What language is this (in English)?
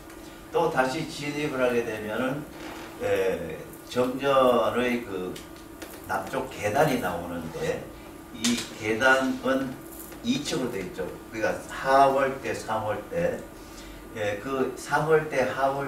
Korean